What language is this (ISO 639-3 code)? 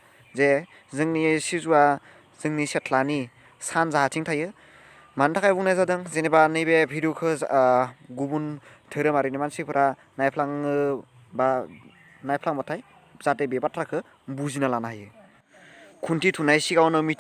brx